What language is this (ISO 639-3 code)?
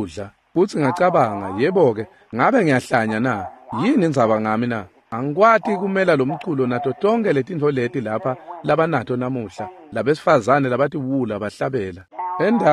ssw